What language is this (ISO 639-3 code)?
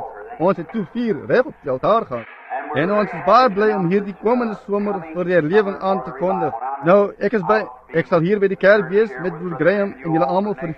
afr